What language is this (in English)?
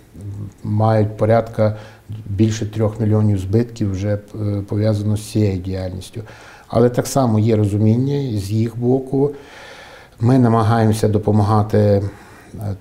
Ukrainian